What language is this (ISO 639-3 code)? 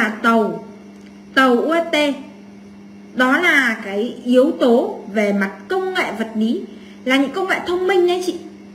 vie